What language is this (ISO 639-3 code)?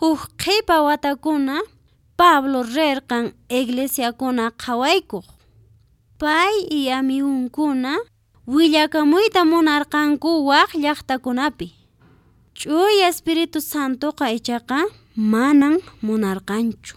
que